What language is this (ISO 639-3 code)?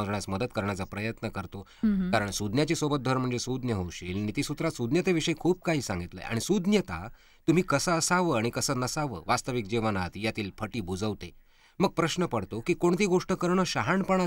mar